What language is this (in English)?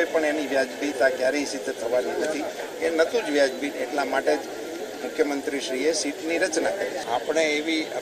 Gujarati